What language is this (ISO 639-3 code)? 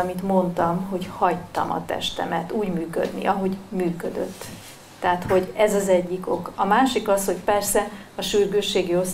hun